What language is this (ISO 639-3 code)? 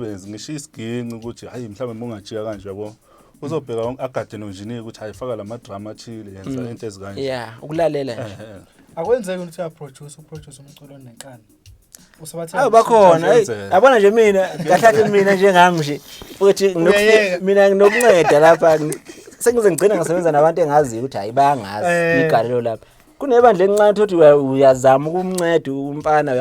zul